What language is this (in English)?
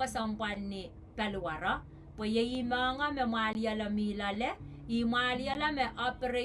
Pohnpeian